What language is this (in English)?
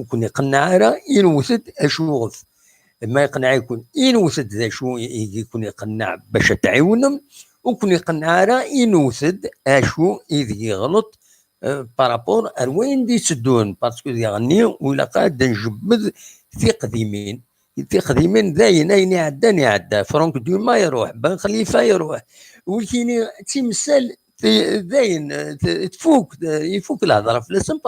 Kabyle